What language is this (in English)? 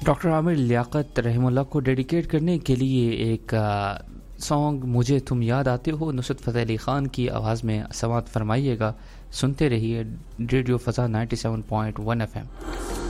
Urdu